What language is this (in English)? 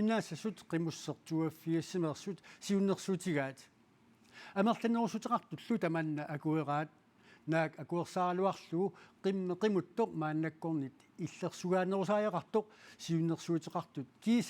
Kalaallisut